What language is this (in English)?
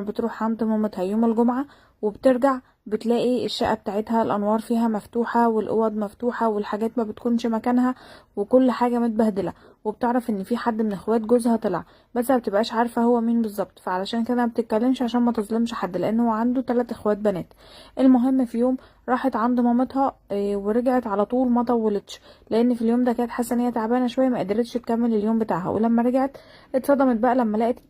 Egyptian Arabic